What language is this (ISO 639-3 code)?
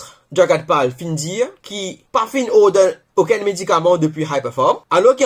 mfe